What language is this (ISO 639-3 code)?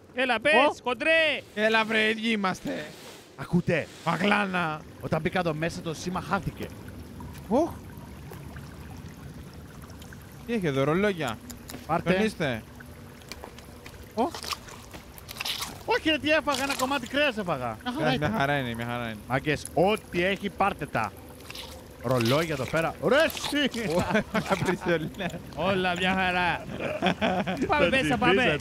ell